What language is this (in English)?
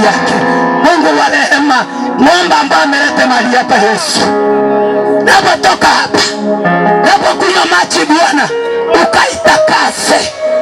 Gusii